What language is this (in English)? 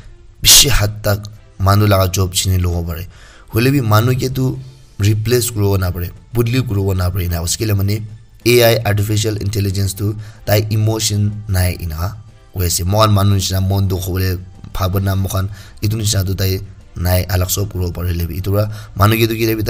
Naga Pidgin